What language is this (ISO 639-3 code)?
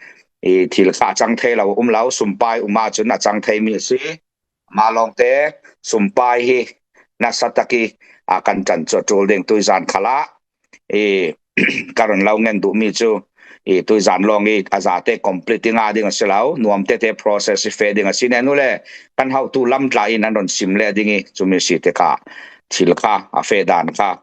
cfm